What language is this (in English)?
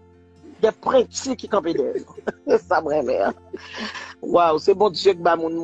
Haitian Creole